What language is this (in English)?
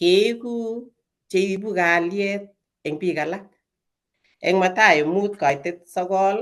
Kalenjin